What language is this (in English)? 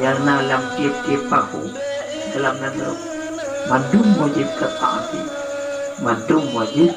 Achinese